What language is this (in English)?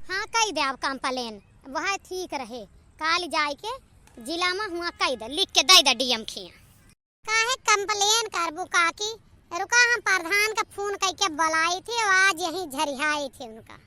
Awadhi